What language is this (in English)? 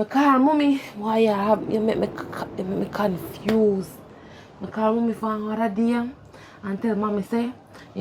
Jamaican Creole English